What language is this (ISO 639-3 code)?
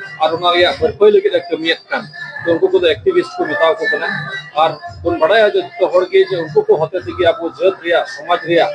sat